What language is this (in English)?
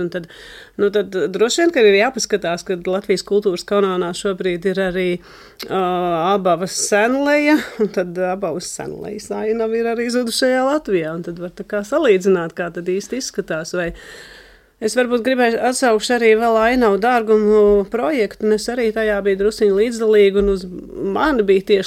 Latvian